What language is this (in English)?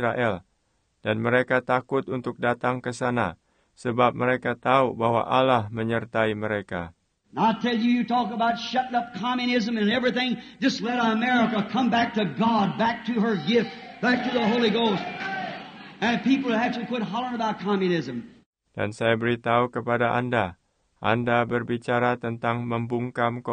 Indonesian